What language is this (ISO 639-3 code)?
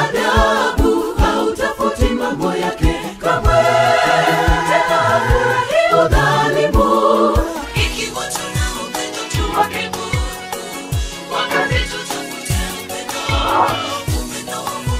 swa